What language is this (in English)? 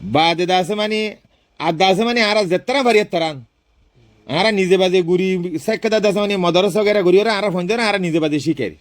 Rohingya